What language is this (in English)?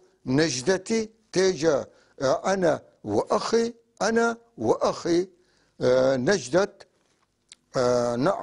North Levantine Arabic